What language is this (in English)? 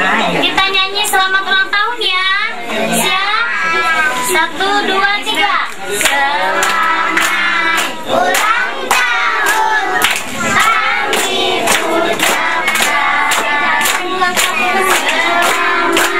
Indonesian